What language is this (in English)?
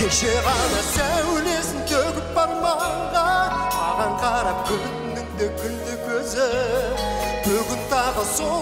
Kazakh